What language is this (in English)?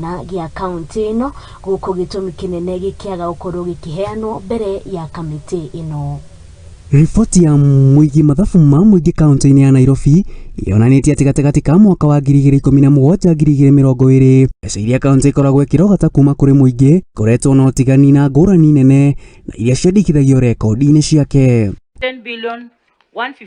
Kikuyu